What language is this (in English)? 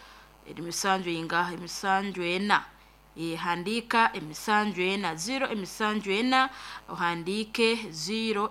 Nyankole